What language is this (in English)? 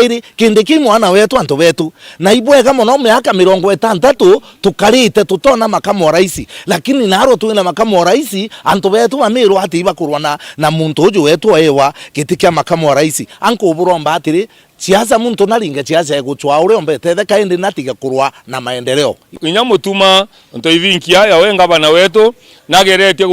Meru